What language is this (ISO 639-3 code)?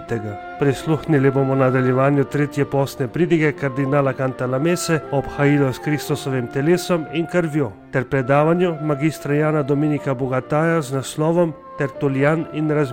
slv